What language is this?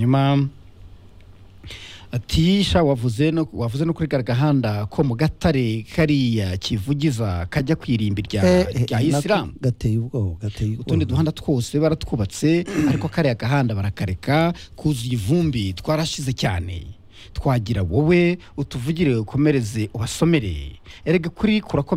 Kinyarwanda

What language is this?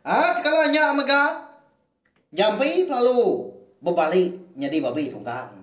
Iban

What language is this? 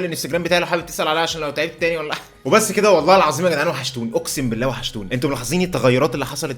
Egyptian Arabic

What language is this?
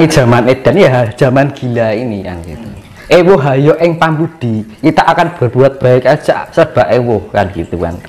Indonesian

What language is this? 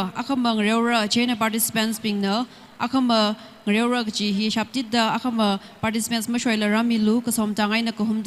Tangkhul Naga (India)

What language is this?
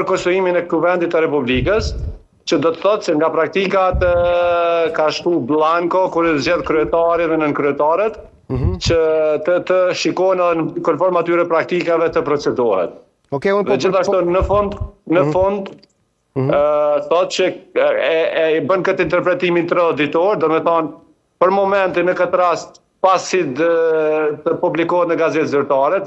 Albanian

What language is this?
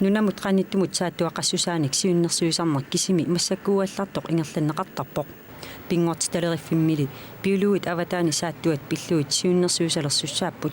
Kalaallisut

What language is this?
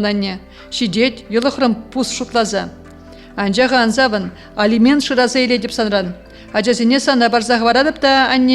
Chuvash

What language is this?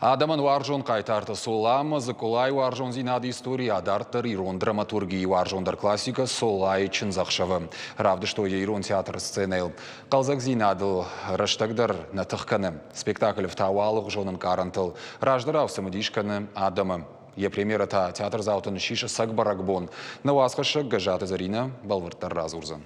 Ossetic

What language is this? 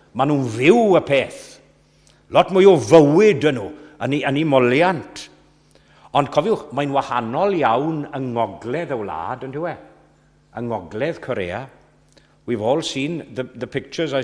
Welsh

